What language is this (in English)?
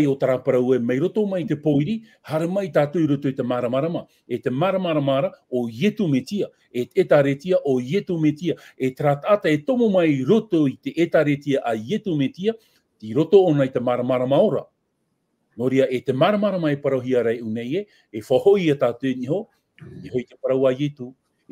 Tahitian